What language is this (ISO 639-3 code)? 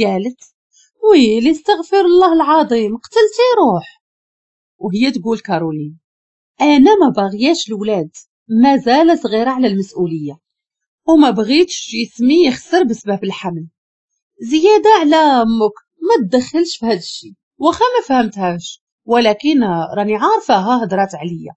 ary